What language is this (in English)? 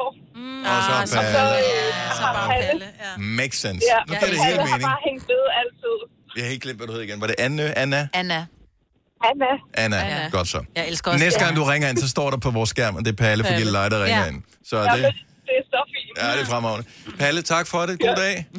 Danish